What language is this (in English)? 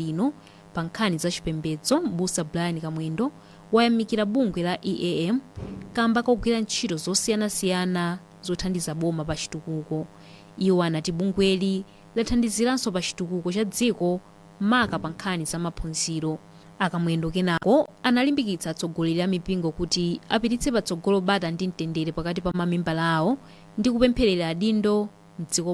Nyanja